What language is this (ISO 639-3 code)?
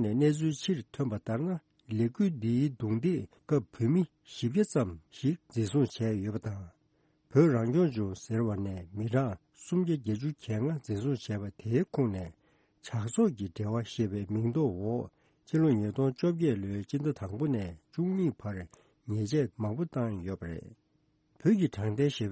bod